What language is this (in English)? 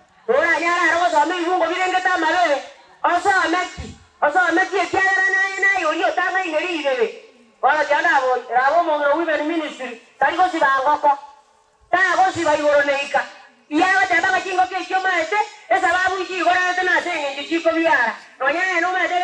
Gusii